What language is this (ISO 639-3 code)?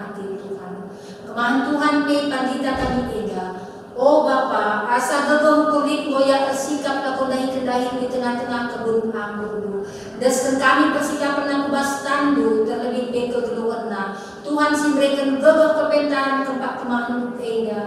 btx